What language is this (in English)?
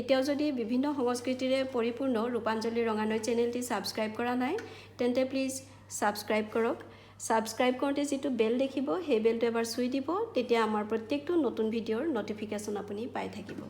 Assamese